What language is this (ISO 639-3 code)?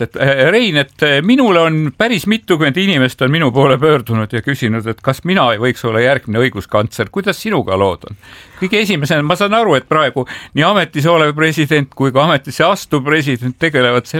est